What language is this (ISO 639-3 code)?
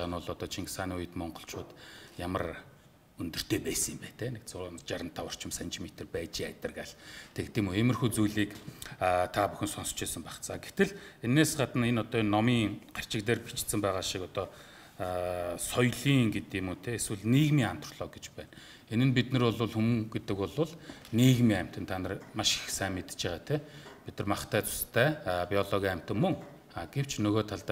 mon